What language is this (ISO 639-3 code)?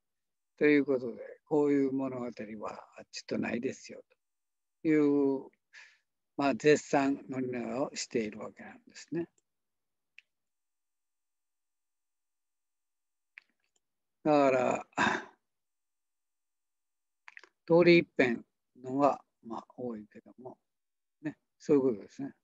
jpn